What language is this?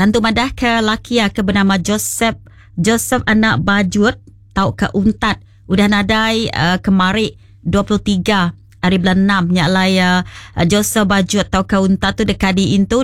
Iban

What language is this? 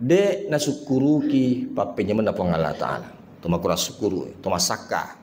Buginese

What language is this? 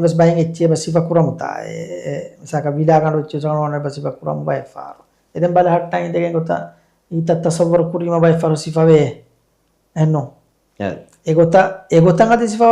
Divehi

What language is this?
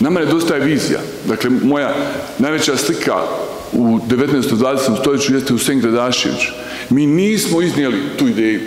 Bosnian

